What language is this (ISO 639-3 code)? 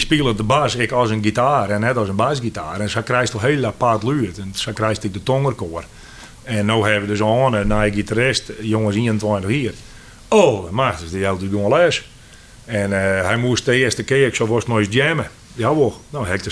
fry